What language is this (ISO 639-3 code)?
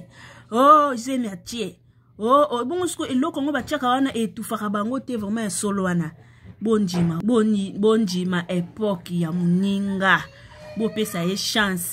lin